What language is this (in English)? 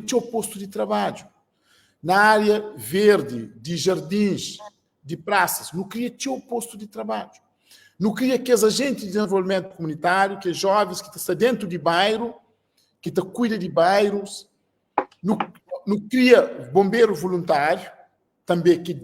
Kabuverdianu